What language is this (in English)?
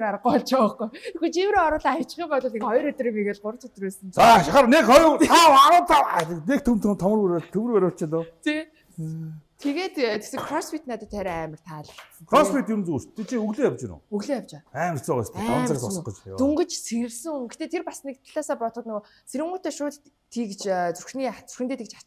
Mongolian